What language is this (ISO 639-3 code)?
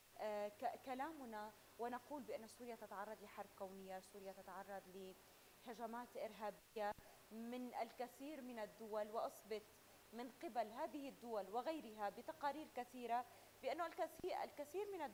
ara